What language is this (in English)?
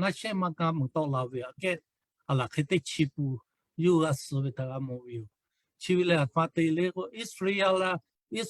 Lahu